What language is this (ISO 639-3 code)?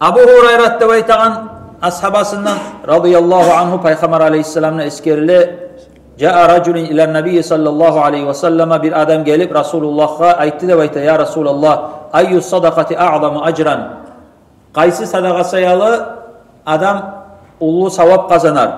kum